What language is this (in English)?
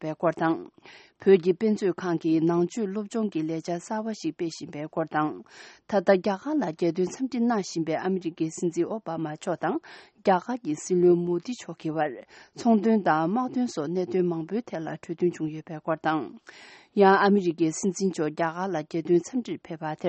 Tibetan